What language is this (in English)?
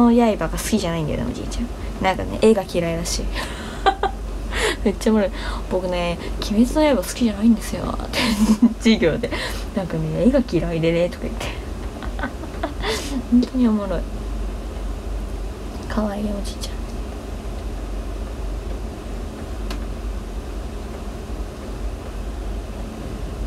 Japanese